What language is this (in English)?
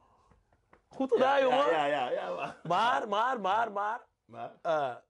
Dutch